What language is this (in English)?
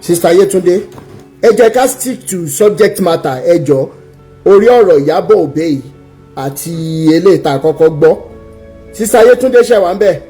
Yoruba